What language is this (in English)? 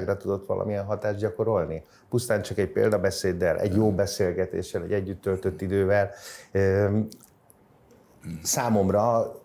Hungarian